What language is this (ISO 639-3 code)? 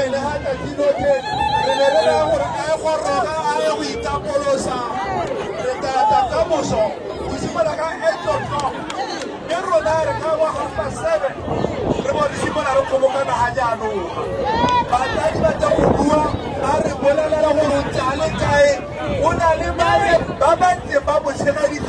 tsn